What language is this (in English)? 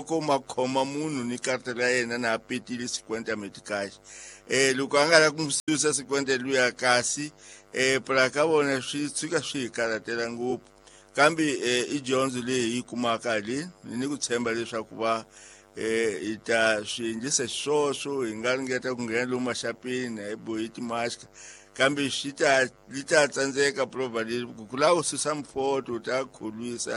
Tsonga